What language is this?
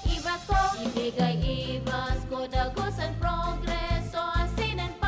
Bikol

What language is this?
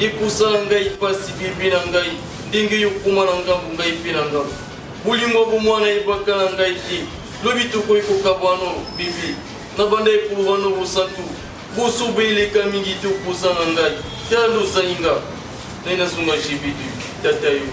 Lingala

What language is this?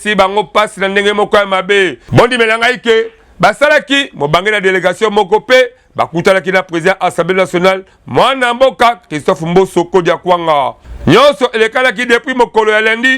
Lingala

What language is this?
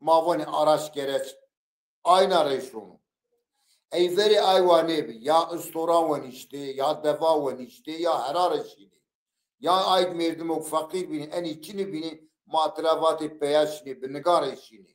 Zaza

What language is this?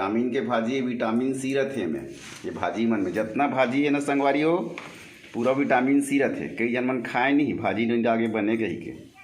Chhattisgarhi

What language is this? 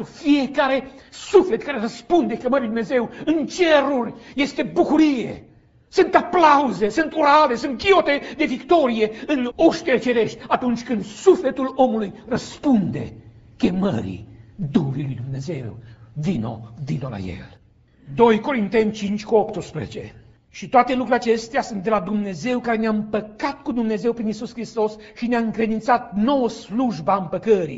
Romanian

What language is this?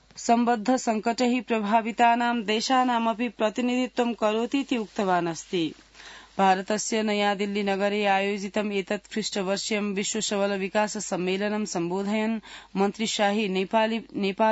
Sanskrit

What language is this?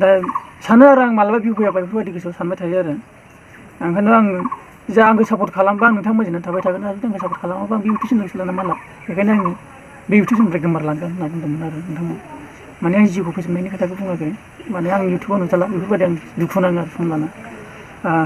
Bodo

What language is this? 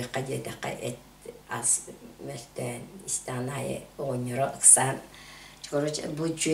Yakut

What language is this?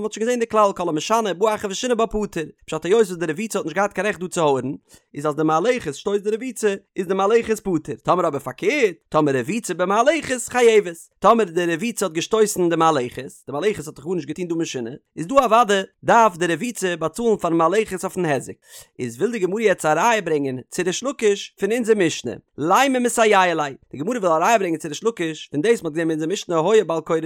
Yiddish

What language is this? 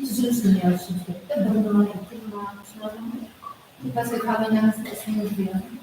Kara-Kalpak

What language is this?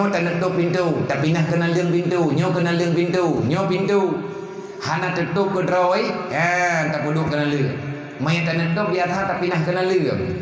Achinese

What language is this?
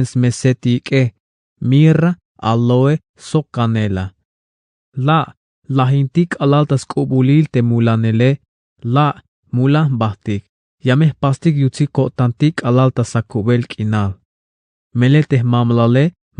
Tzeltal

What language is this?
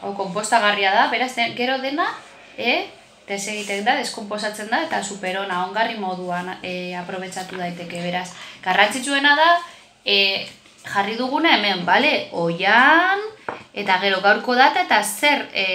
Basque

